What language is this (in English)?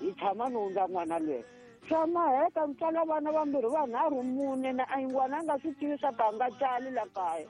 Tsonga